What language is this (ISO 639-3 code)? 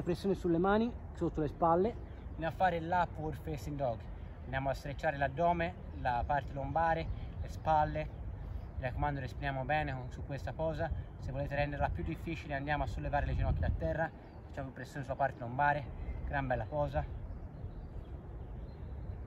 ita